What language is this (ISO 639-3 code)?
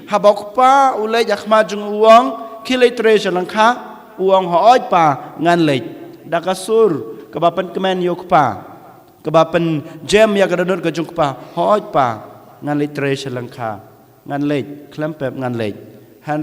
kha